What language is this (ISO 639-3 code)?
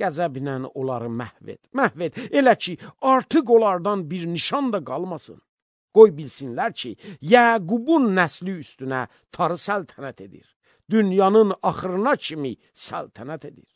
aze